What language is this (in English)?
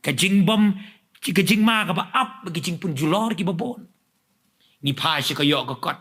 Khasi